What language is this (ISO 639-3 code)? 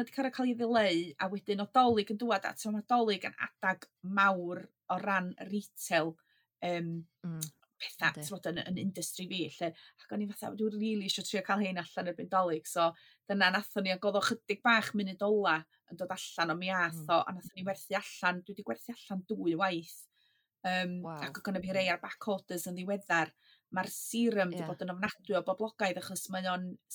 cym